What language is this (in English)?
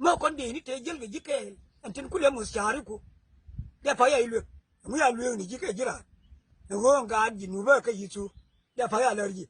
Nuer